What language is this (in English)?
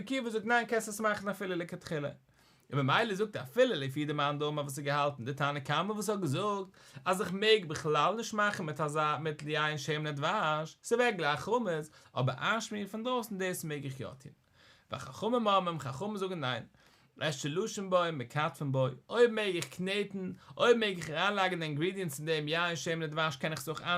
Yiddish